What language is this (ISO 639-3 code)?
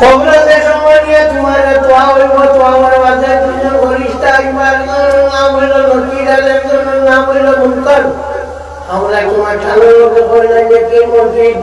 syl